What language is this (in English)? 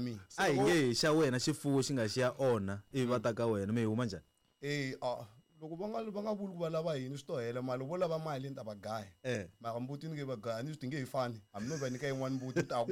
Tsonga